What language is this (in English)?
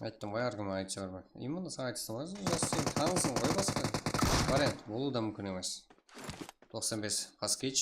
Kara-Kalpak